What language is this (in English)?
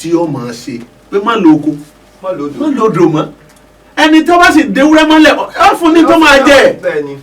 Yoruba